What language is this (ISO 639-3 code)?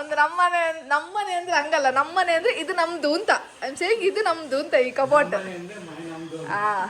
tcy